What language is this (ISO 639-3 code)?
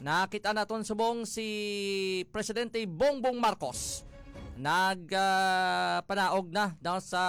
hil